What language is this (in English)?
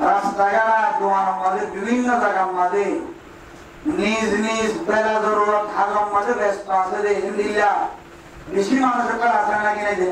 Rohingya